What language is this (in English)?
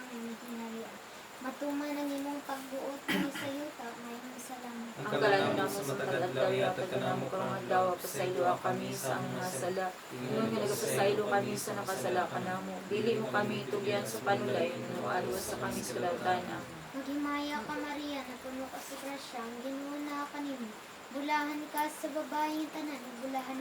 Cebuano